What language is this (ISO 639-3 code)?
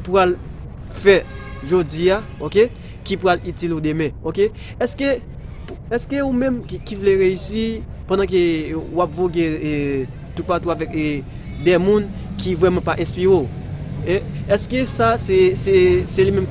hat